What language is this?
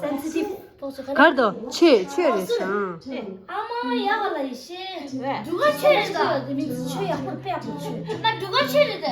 Tibetan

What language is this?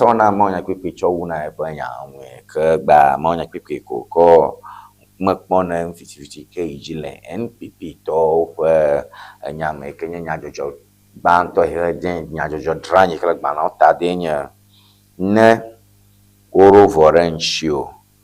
Ewe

